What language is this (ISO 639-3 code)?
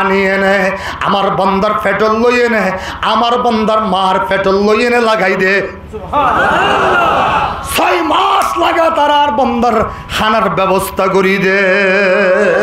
rhg